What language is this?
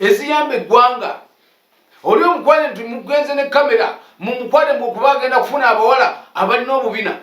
Ganda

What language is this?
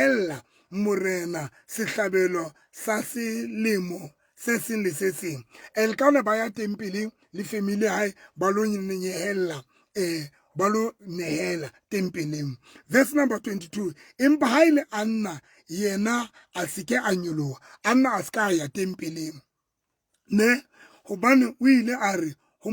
Southern Sotho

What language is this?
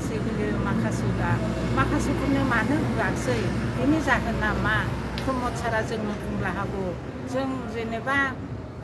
Bodo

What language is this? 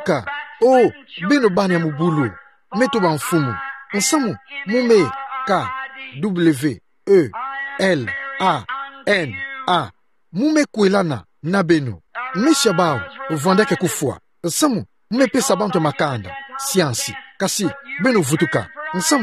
Kituba (Democratic Republic of Congo)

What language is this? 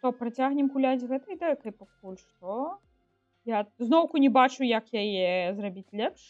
Belarusian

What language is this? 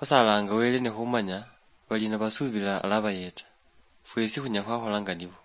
Luyia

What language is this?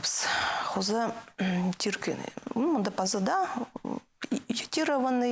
Khakas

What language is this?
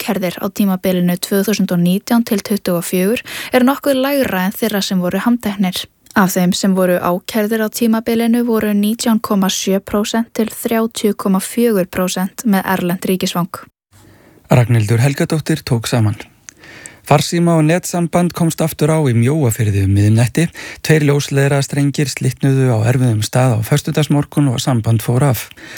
Icelandic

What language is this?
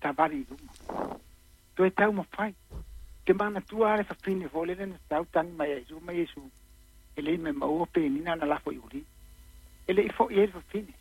Samoan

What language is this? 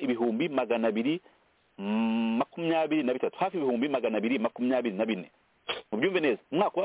Kinyarwanda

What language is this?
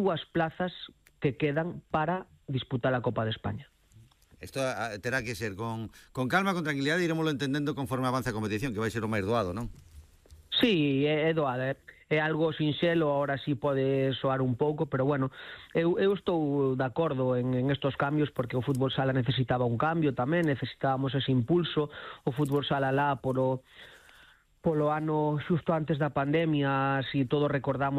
Galician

